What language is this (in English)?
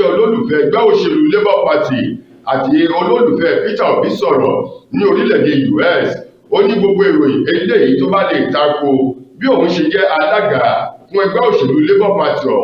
Yoruba